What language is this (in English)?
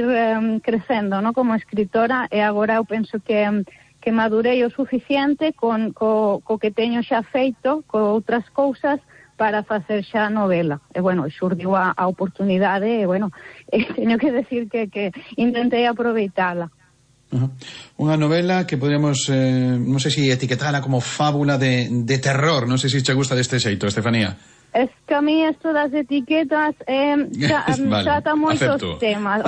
Galician